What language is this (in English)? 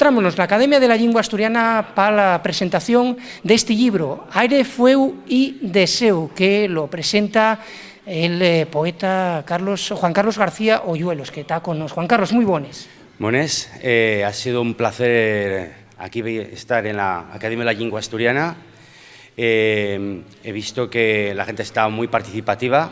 Asturian